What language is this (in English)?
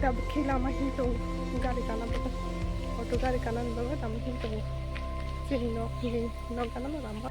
Kok Borok